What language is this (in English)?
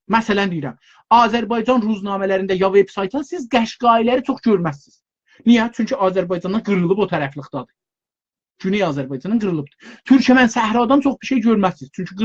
South Azerbaijani